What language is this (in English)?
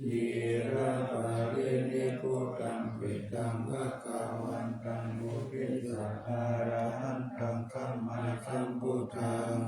Pali